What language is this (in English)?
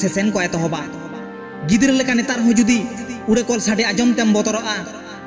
Santali